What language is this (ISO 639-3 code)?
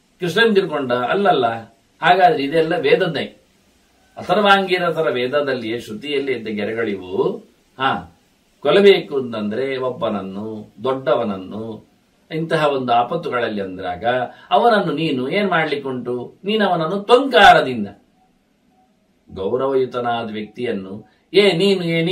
kan